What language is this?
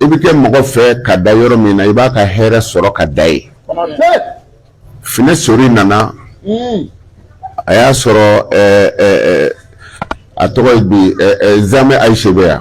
Bambara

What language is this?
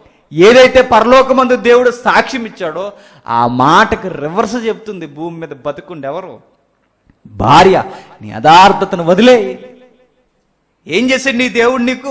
Telugu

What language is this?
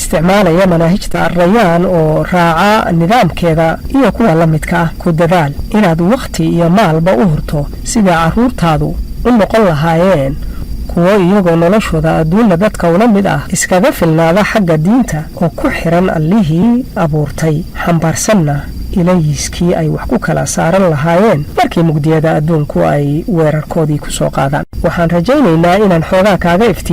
Somali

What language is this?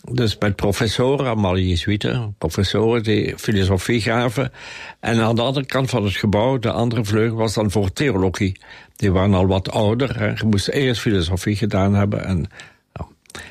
Dutch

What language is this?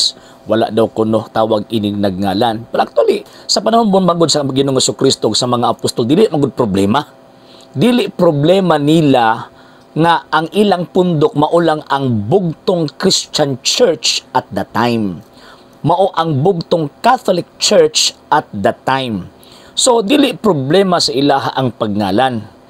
Cebuano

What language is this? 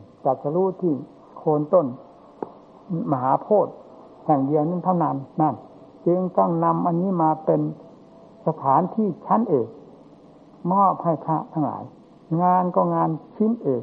Thai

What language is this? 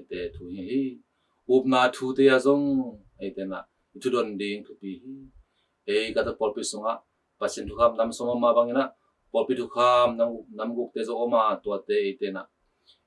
Tedim Chin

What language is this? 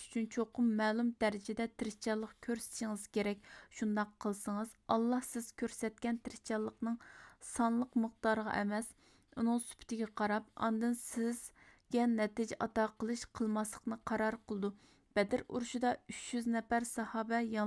Uyghur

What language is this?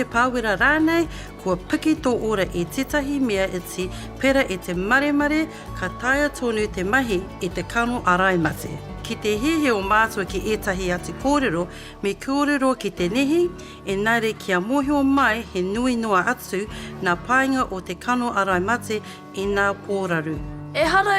Māori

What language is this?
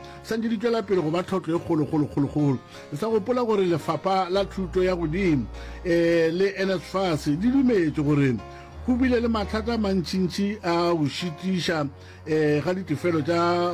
Northern Sotho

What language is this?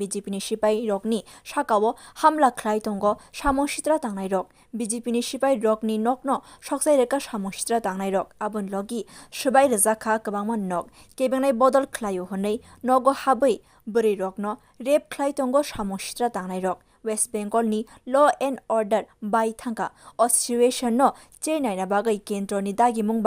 Kok Borok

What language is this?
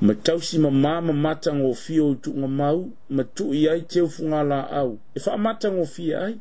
Samoan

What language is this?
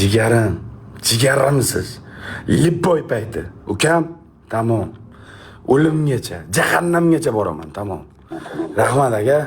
Uzbek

